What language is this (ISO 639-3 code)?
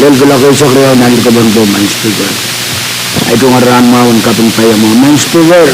pon